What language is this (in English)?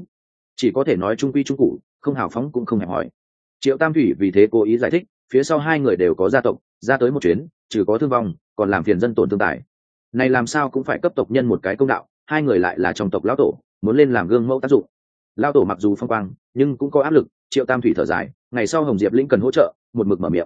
Vietnamese